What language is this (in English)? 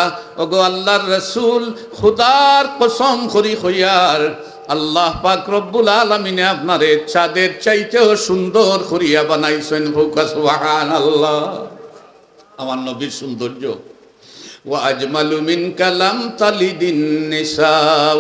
Sylheti